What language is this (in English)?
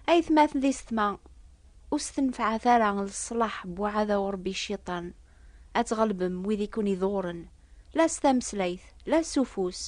Kabyle